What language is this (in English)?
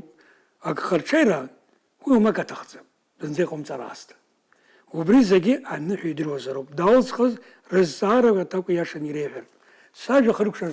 Abkhazian